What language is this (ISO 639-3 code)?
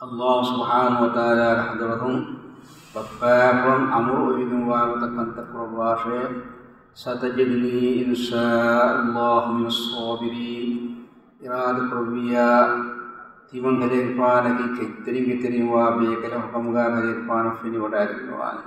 div